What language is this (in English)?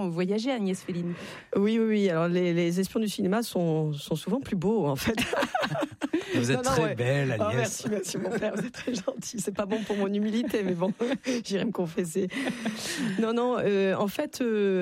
French